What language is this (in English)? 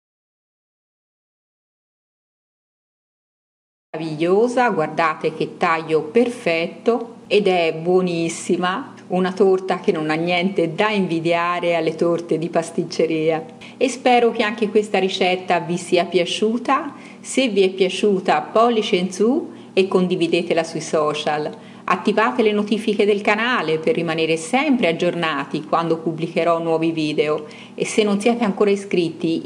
Italian